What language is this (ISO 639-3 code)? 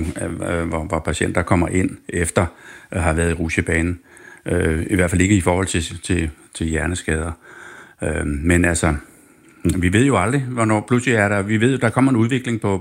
dan